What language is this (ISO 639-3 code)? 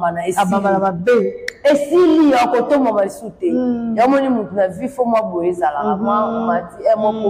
lin